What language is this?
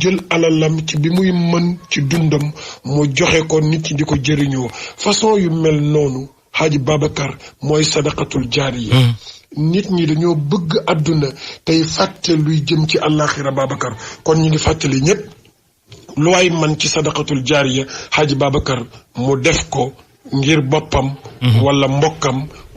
Wolof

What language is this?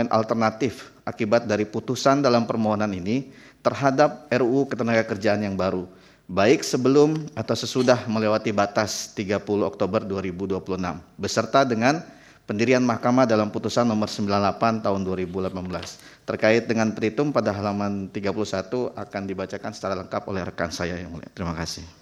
Indonesian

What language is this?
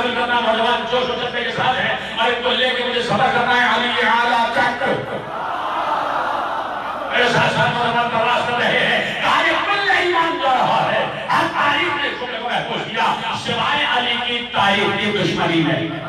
Urdu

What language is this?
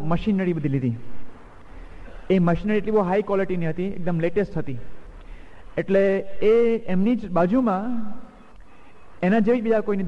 Gujarati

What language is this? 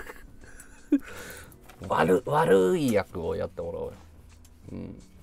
Japanese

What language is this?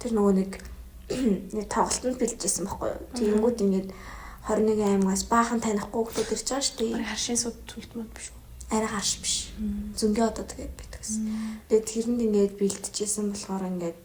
Mongolian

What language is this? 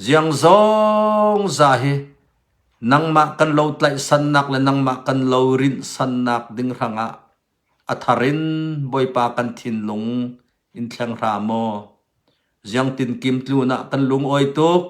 Hakha Chin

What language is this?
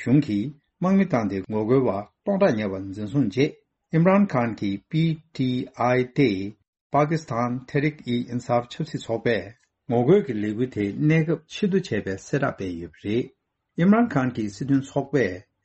Tibetan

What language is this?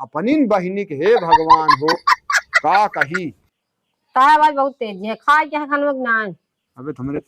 Awadhi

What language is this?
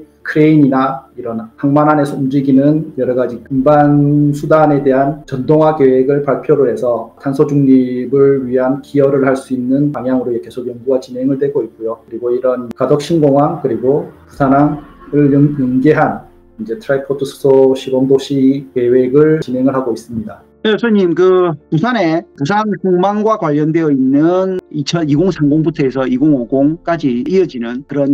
Korean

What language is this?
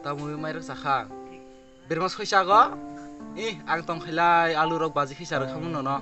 Kok Borok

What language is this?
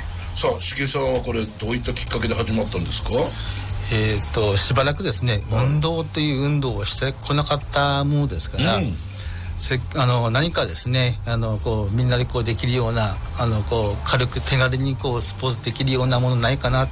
Japanese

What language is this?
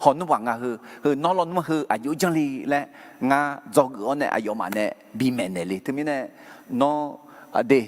Akha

